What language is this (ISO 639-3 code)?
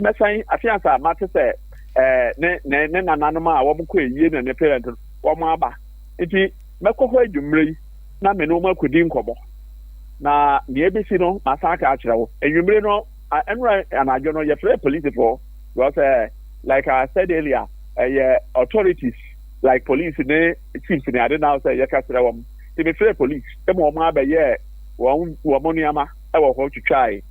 aka